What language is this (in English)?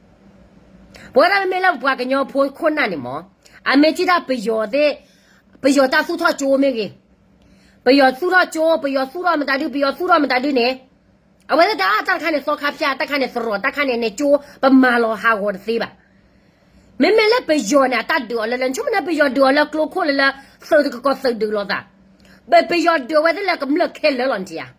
S'gaw Karen